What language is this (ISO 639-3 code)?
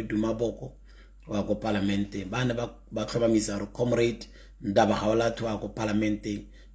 tsn